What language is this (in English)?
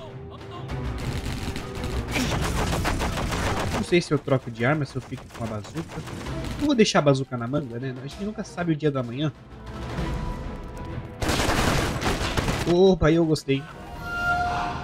Portuguese